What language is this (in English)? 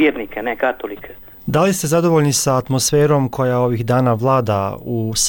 Bosnian